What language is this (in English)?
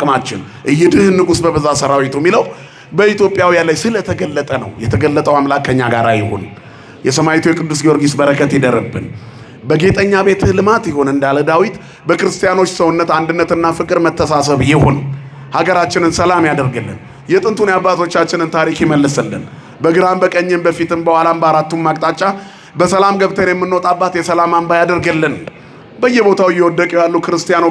Amharic